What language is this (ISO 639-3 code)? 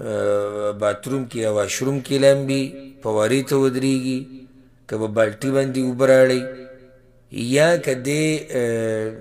pus